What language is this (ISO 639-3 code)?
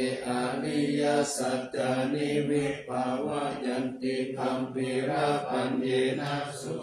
pli